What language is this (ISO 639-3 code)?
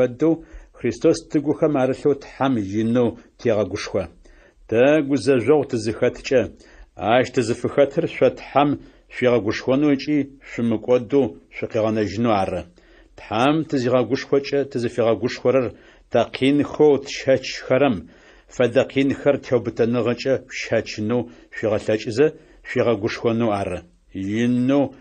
ady